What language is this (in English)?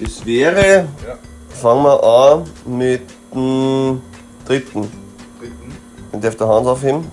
Bavarian